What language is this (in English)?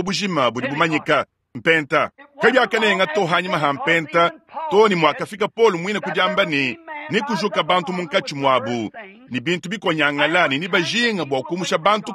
Luba-Lulua